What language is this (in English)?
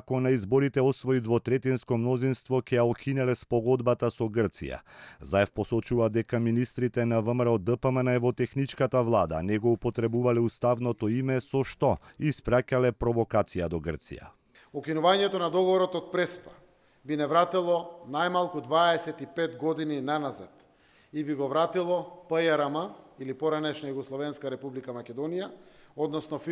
Macedonian